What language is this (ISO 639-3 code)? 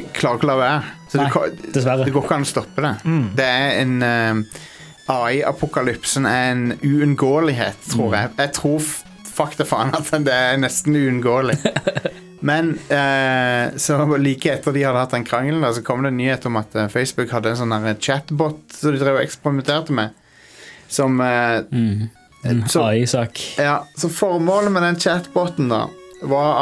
nor